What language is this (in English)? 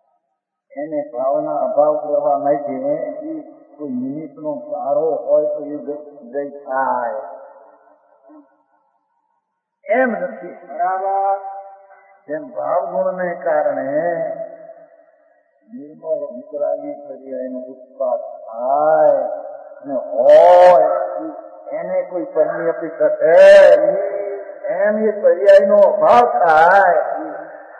Gujarati